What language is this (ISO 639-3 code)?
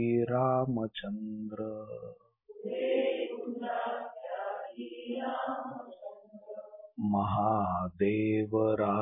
mar